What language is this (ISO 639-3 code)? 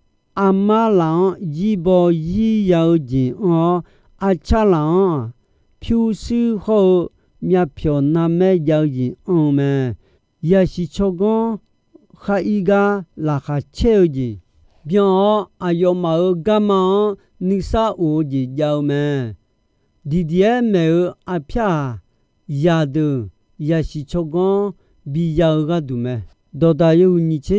ahk